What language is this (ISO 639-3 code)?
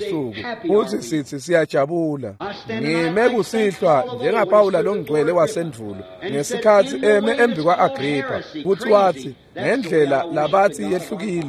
ssw